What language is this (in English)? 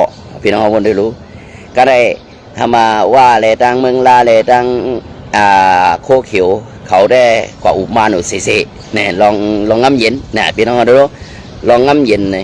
Shan